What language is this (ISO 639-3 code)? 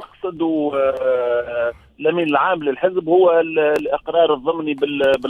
aeb